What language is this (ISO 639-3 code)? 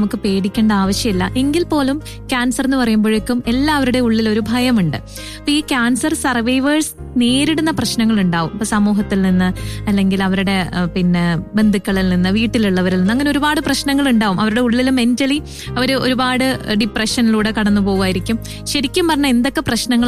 mal